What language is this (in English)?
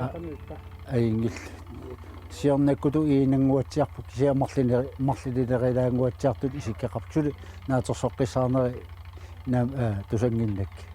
Kalaallisut